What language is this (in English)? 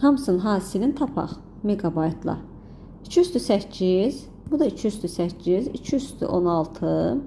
Azerbaijani